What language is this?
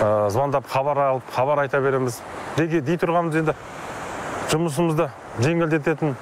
Kazakh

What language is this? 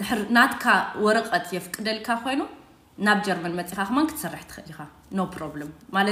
Tigrinya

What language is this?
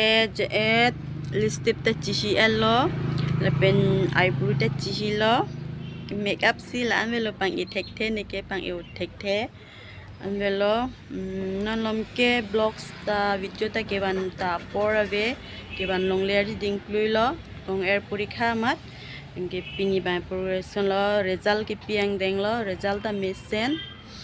Karbi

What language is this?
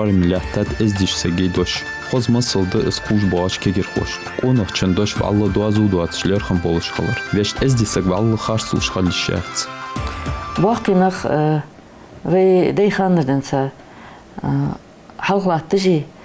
Ingush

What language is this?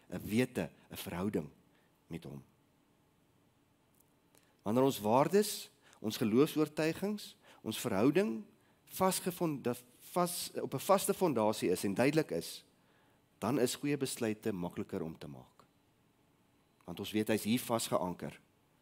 Afrikaans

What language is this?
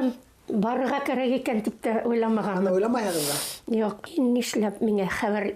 Bashkir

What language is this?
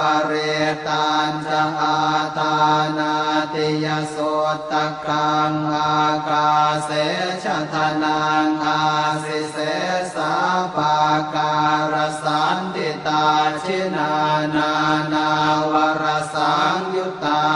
Pali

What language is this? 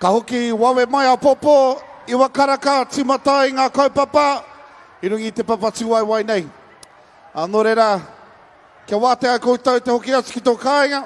Māori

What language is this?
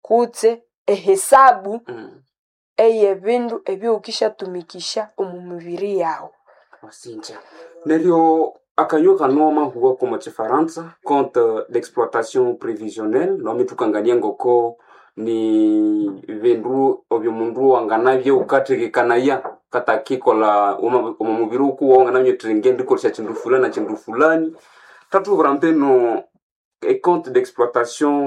Nande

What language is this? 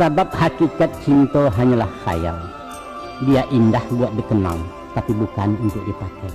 Minangkabau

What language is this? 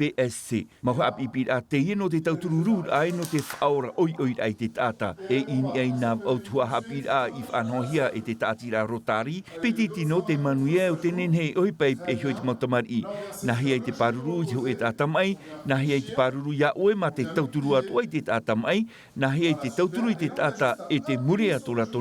Tahitian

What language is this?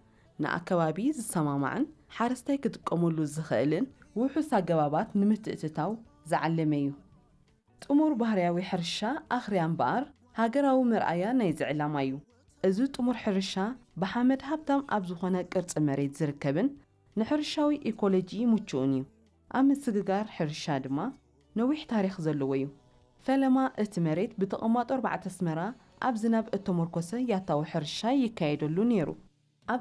Tigrinya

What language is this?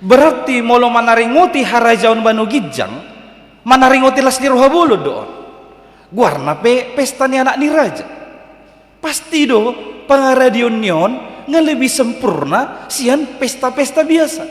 Batak Toba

